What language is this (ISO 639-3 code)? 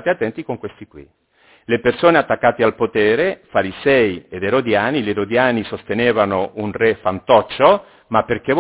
ita